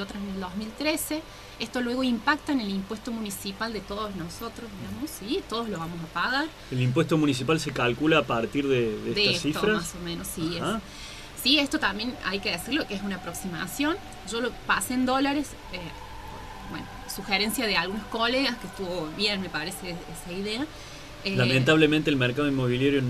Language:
Spanish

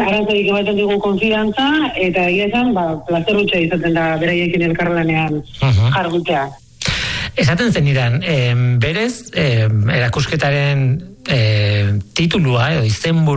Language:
Basque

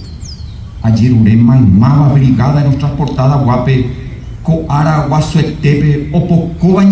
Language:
Guarani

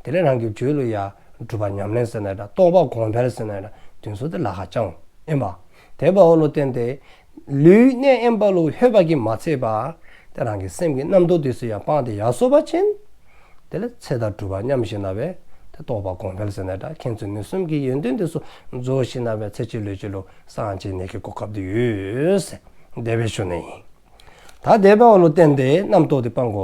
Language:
Dzongkha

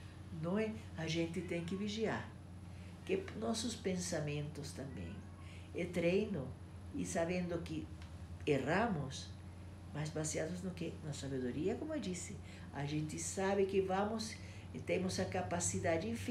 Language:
Portuguese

